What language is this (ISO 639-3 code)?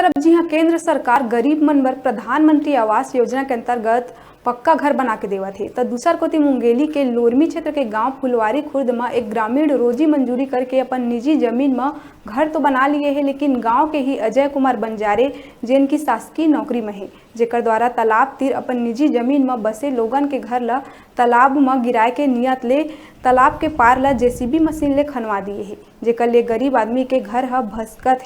hne